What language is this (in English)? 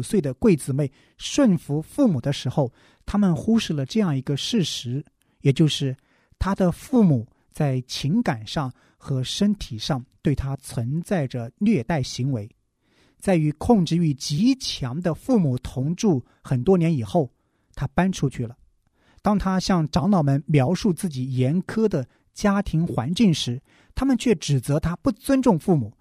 Chinese